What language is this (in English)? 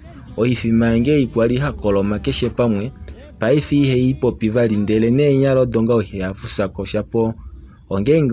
Kuanyama